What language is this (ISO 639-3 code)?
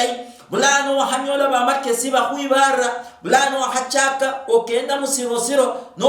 luy